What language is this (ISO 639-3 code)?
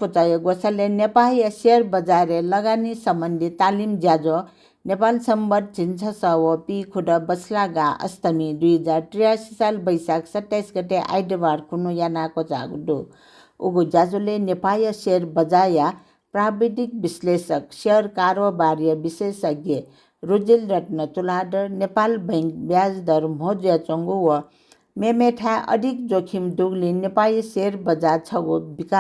new